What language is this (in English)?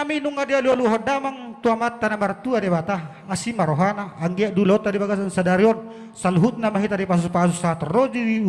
Batak Toba